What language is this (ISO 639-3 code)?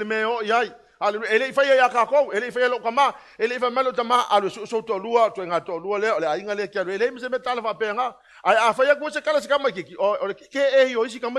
smo